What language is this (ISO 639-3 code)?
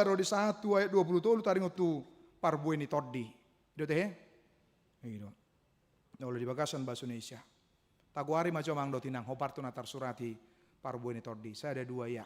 bbc